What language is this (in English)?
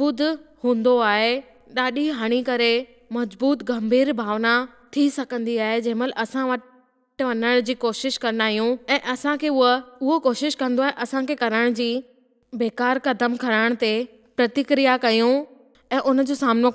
Sindhi